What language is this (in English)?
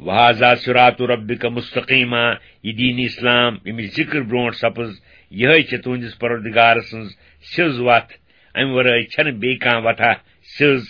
Kashmiri